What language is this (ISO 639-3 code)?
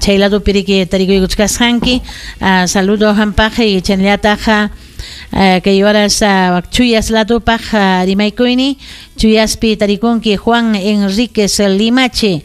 quy